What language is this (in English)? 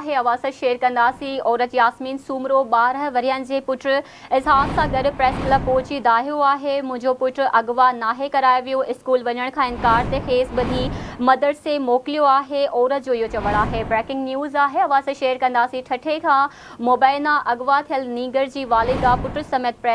Sindhi